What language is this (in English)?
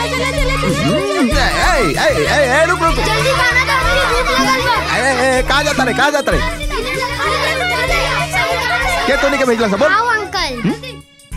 Bhojpuri